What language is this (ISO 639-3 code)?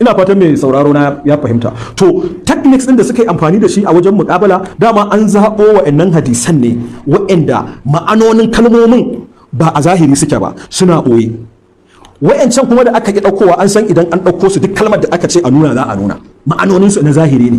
hau